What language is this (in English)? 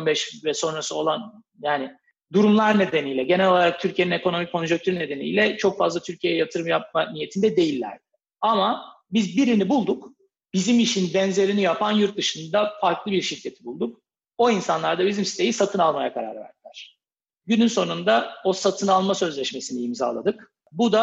Turkish